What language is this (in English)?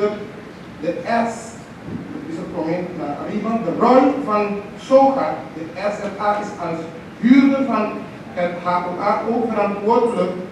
Papiamento